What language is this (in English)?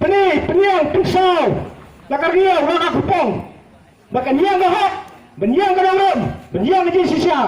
Khasi